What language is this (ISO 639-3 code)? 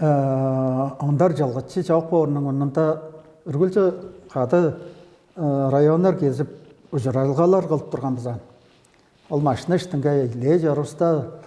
tyv